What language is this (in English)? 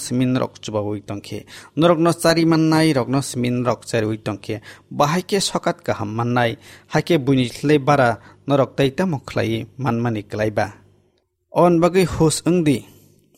Kok Borok